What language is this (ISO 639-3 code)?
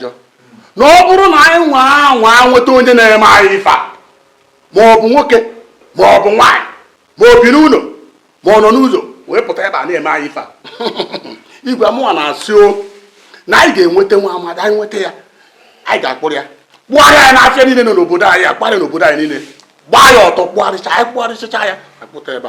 ibo